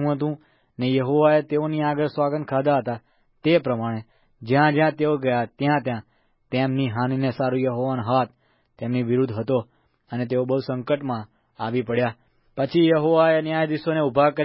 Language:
Gujarati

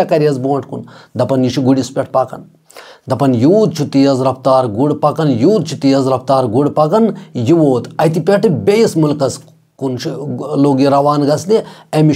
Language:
Kashmiri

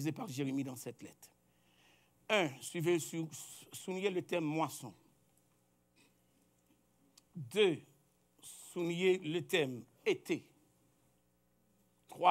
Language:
French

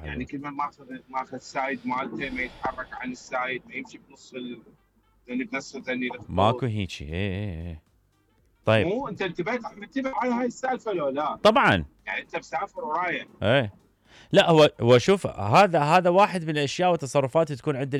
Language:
Mesopotamian Arabic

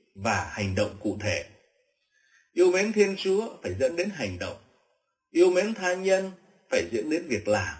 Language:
Vietnamese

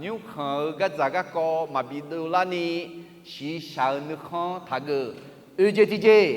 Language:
Akha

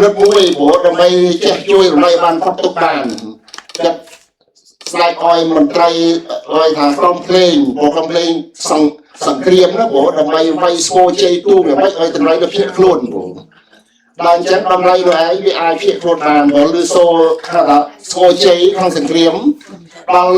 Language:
Khmer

